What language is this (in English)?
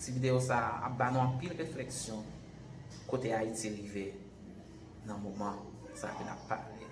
Haitian Creole